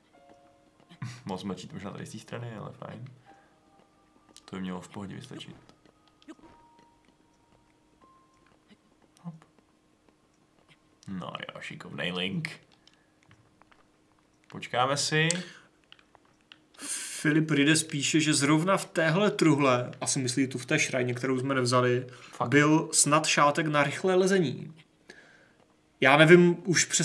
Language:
Czech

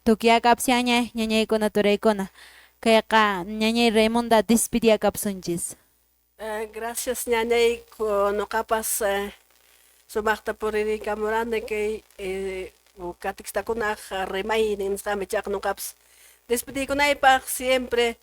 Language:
Quechua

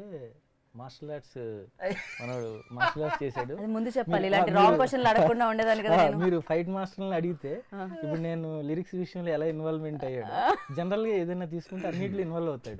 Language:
Telugu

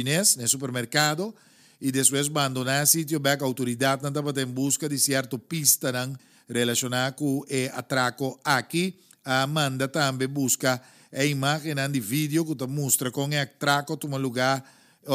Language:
Papiamento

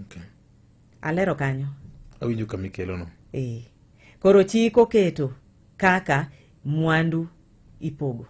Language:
Luo (Kenya and Tanzania)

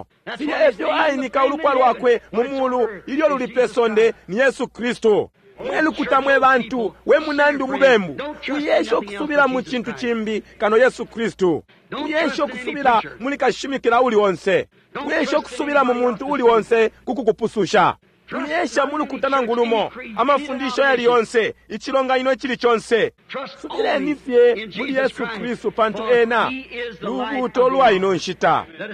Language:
Bemba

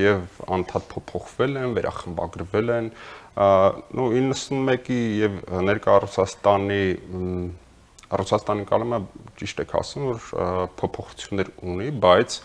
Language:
Armenian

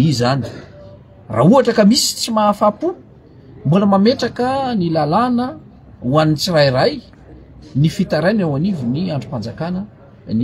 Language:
Malagasy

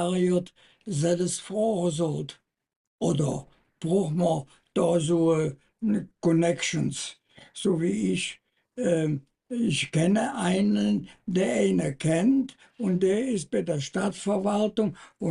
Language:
Colognian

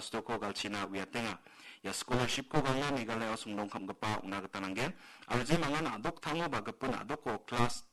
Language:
Garo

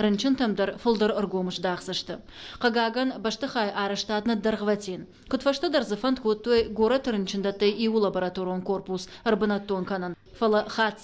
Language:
Ossetic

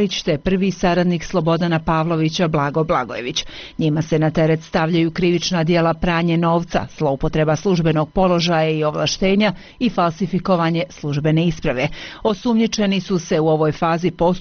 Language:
Bosnian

